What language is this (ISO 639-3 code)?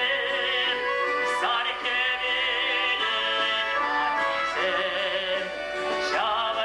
chv